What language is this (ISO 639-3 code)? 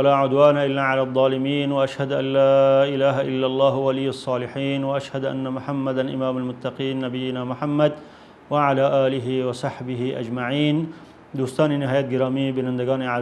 fas